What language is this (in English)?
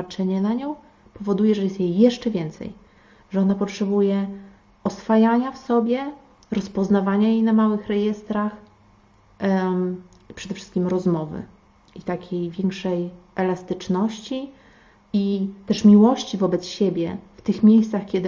Polish